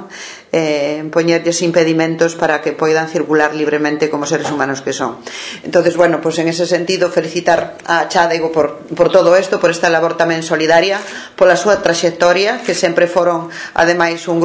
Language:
Galician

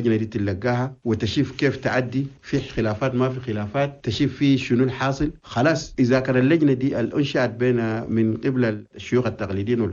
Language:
Chadian Arabic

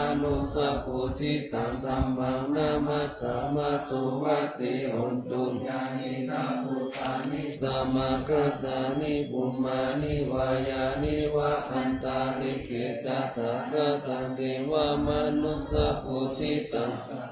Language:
Pali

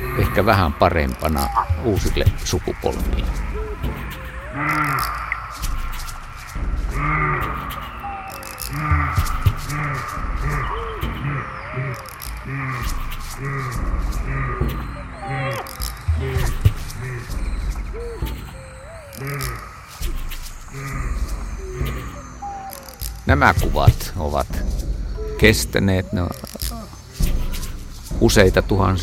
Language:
Finnish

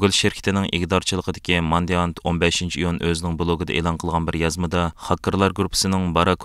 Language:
Uyghur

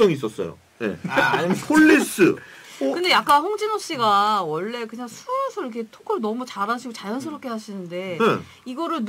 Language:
Korean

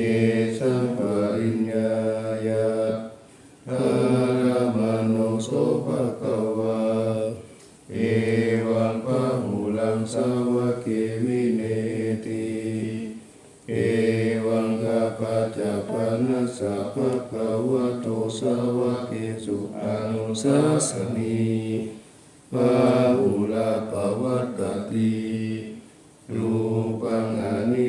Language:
Pali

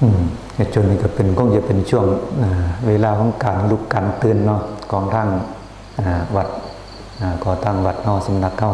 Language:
Northeastern Thai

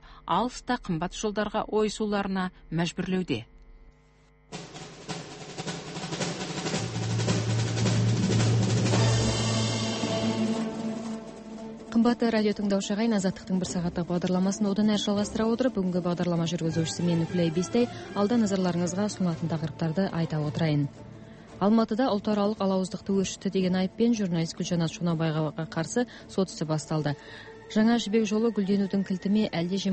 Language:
Kazakh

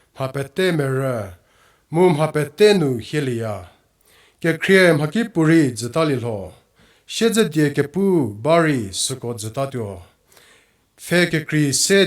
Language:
Angami Naga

